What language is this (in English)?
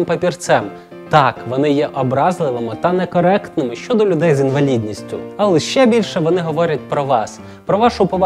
Ukrainian